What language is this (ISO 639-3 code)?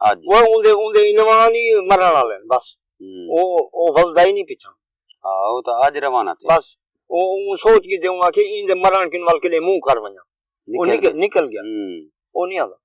skr